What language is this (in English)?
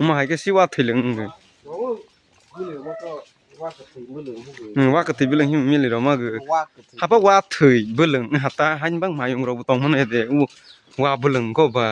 Kok Borok